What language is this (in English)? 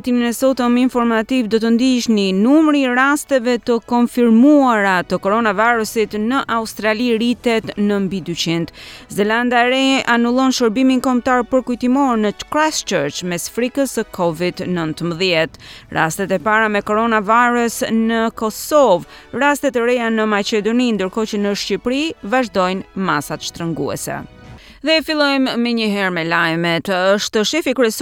Albanian